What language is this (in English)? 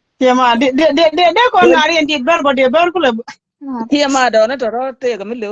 Nuer